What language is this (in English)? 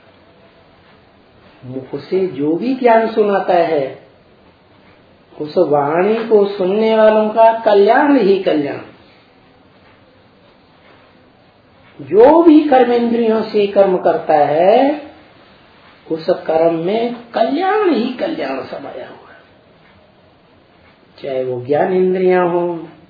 Hindi